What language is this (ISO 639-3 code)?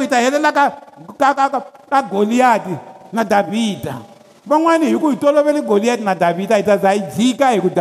tso